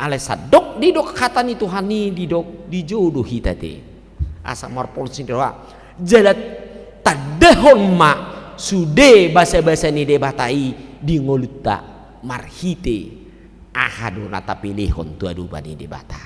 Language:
Batak Toba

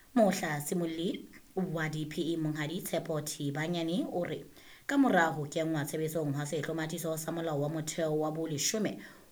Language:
Southern Sotho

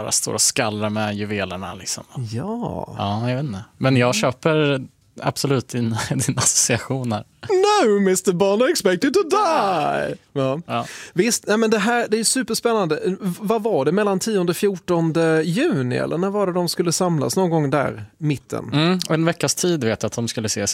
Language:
Swedish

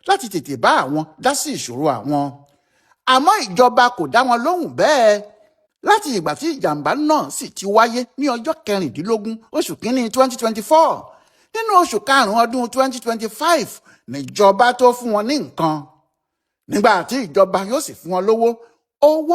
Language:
Yoruba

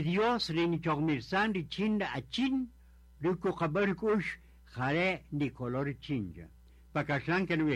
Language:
Kaqchikel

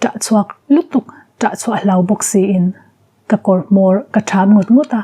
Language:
Mizo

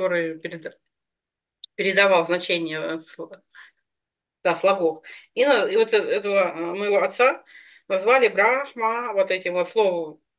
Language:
Russian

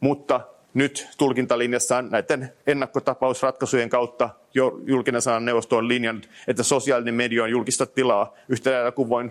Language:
Finnish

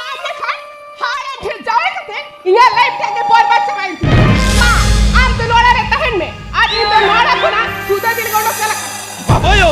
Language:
Santali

